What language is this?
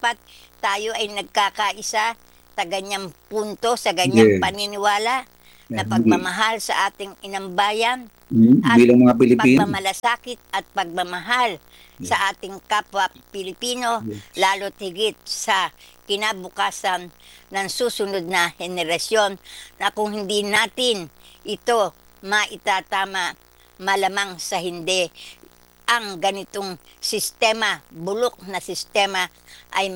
Filipino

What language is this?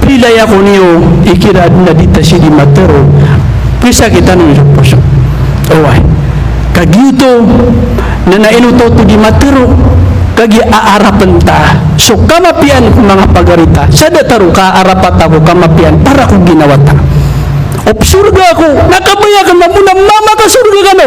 Maranao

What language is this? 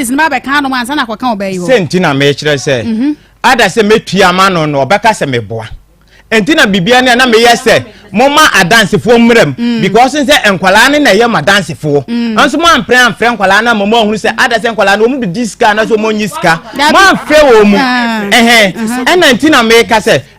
Akan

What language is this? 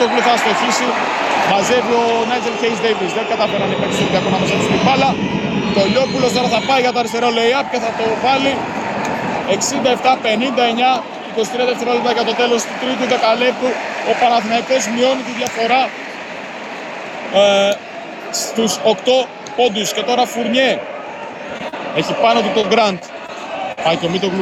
Greek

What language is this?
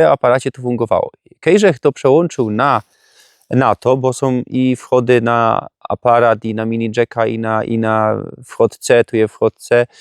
Silesian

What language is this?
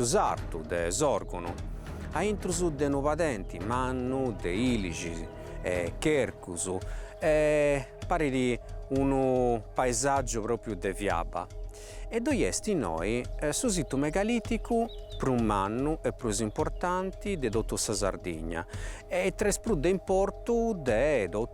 Sardinian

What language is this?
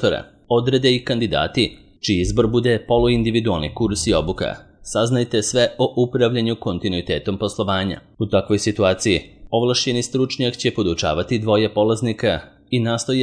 Serbian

